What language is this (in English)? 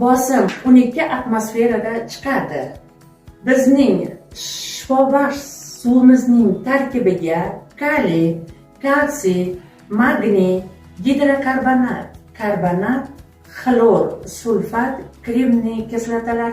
Uzbek